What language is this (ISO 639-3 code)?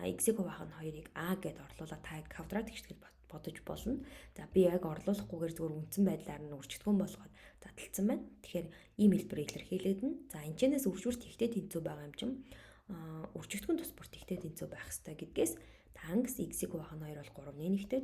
mon